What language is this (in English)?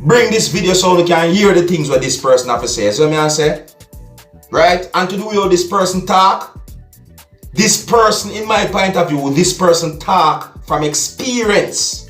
Jamaican Creole English